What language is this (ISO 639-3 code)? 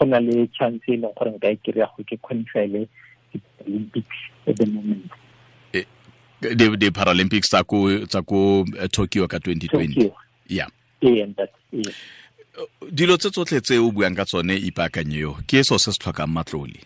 tsn